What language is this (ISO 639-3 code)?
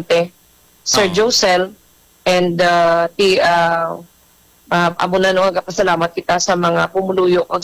hil